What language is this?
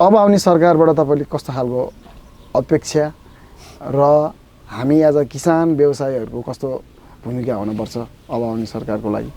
Nepali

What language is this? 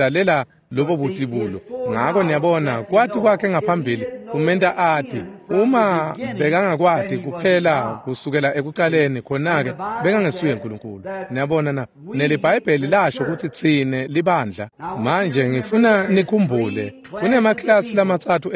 Swati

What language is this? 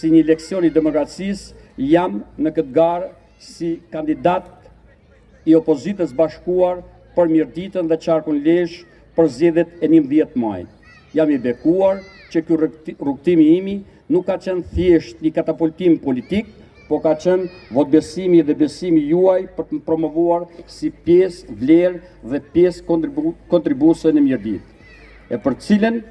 Albanian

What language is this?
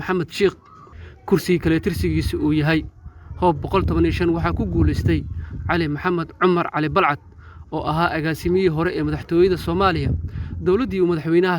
Somali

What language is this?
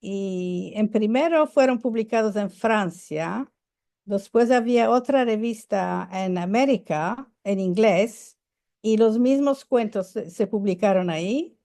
Ladino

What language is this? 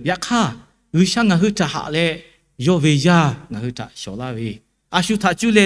Lahu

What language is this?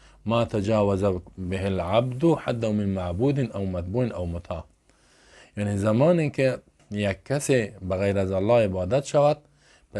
Persian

